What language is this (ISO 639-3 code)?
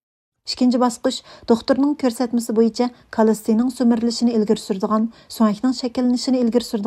uig